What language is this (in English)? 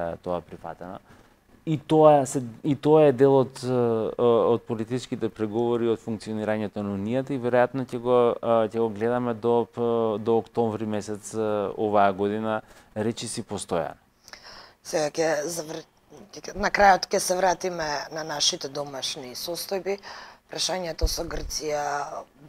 Macedonian